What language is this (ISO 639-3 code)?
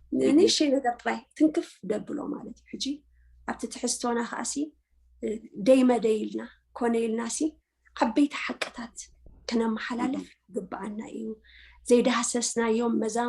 tir